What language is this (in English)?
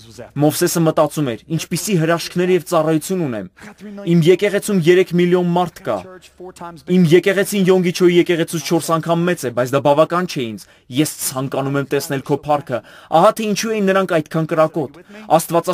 Armenian